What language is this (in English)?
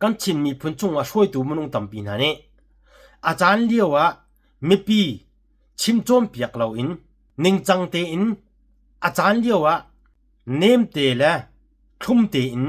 Hakha Chin